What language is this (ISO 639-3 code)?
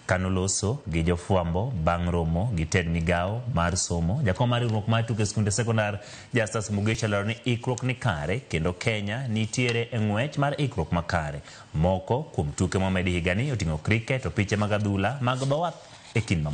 luo